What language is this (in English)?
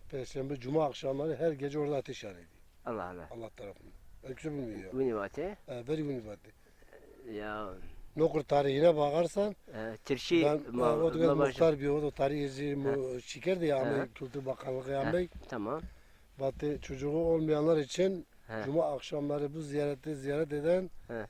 Zaza